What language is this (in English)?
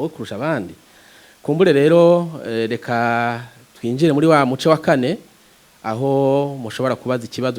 Rundi